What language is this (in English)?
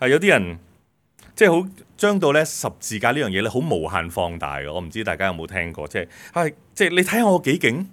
Cantonese